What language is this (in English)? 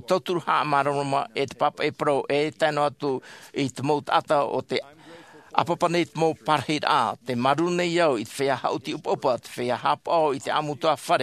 Tahitian